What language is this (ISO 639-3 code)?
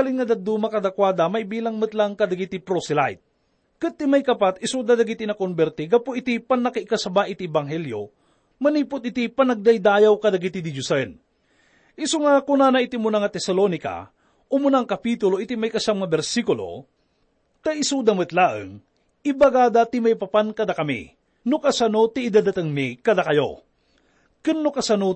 ilo